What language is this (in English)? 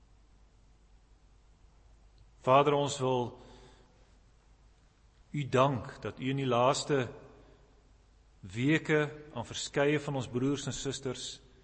Afrikaans